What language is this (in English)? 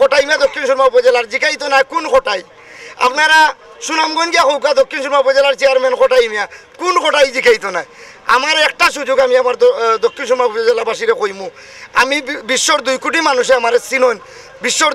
Sylheti